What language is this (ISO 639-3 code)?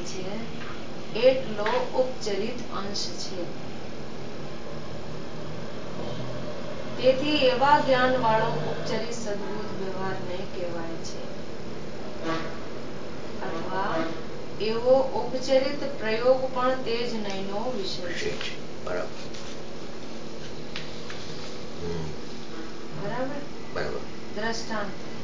guj